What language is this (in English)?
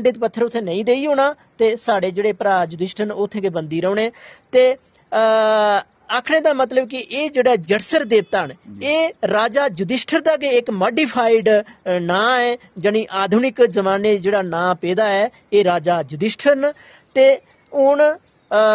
Dogri